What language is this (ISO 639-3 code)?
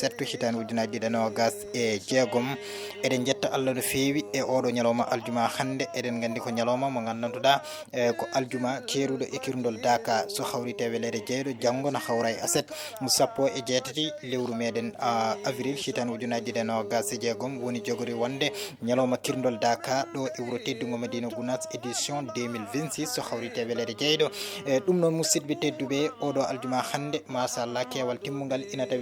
ful